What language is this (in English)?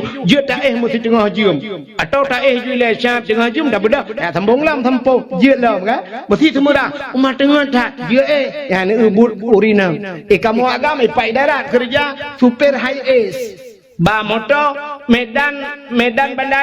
Achinese